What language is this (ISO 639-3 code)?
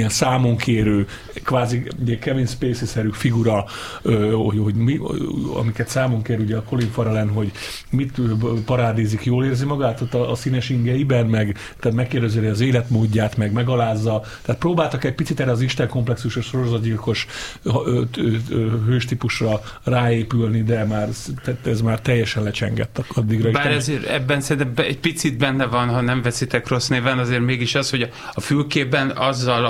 hun